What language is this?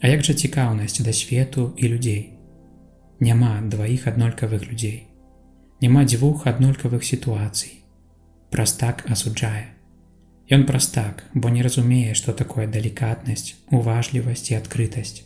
Belarusian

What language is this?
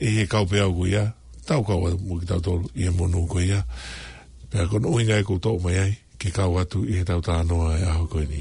Tongan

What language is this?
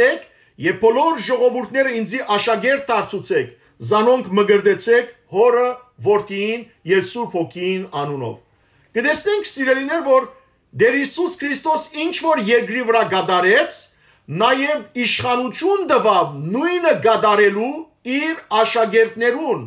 Western Armenian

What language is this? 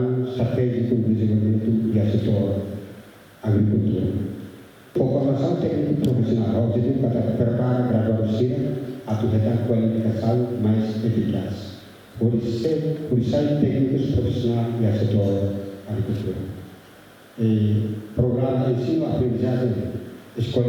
Tetum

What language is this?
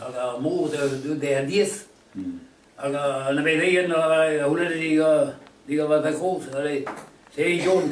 Breton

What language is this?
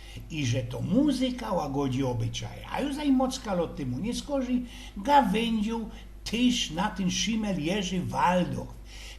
Silesian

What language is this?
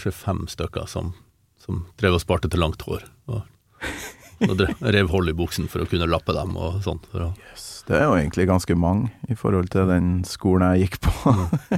Norwegian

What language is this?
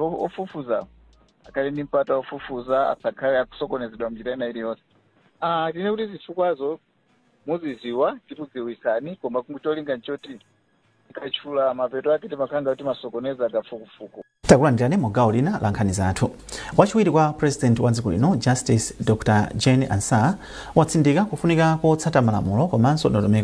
Nyanja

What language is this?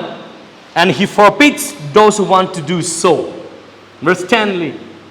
Tangkhul Naga (India)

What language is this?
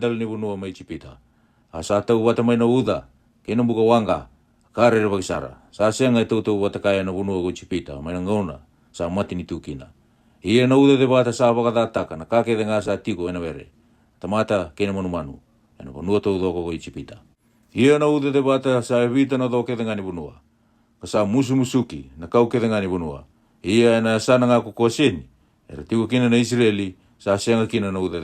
Fijian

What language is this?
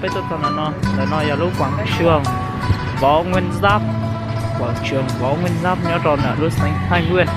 Hmong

